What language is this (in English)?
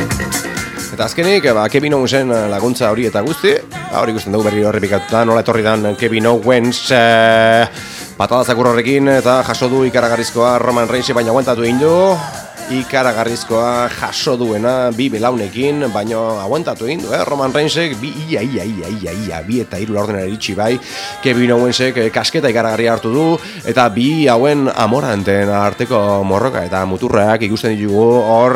Basque